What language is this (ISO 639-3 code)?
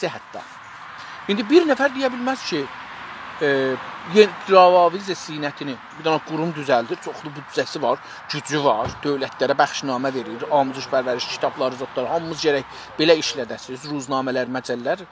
azb